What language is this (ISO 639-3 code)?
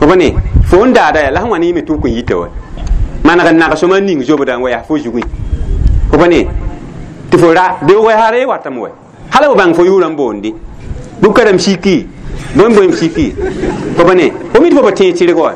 mos